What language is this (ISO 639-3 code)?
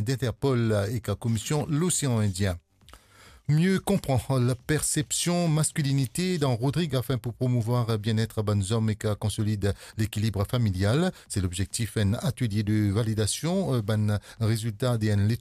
mfe